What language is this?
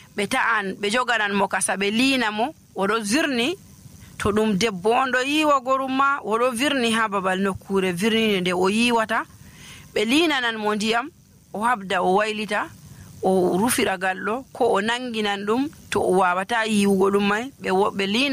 Nigerian Fulfulde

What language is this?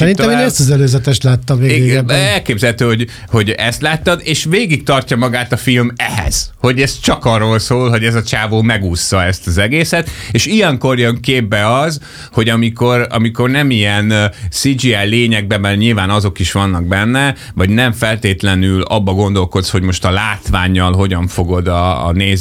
Hungarian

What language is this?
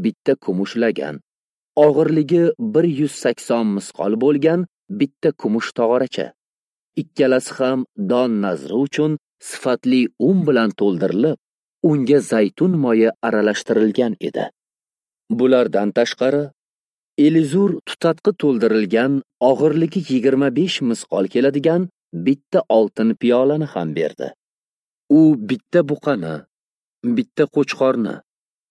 Uzbek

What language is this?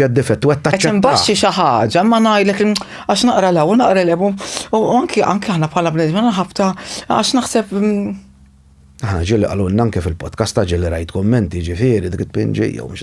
Maltese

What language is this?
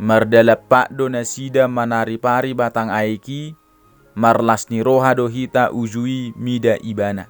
Batak Toba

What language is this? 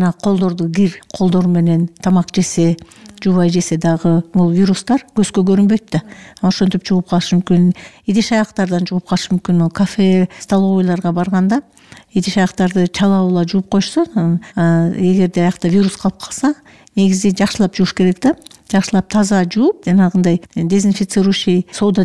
Kyrgyz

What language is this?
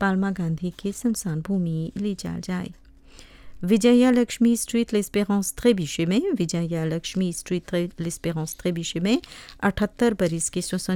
Bhojpuri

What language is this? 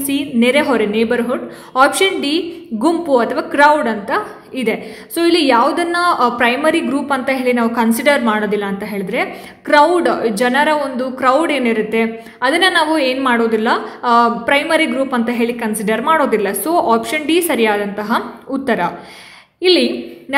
Kannada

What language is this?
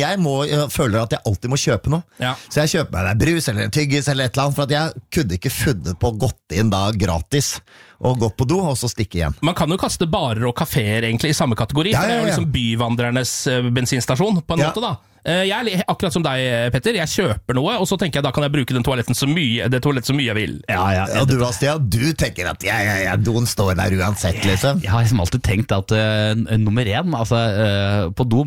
Norwegian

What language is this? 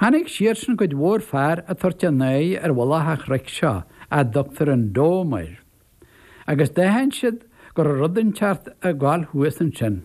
Irish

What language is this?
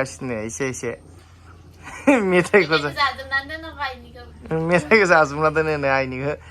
Bodo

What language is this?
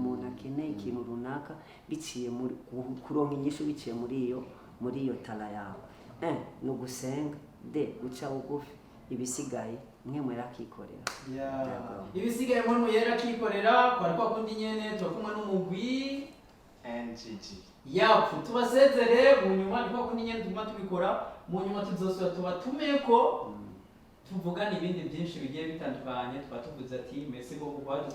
Rundi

